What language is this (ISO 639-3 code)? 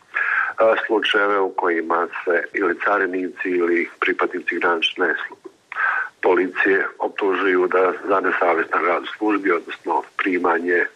bos